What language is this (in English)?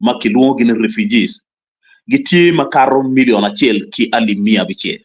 Acoli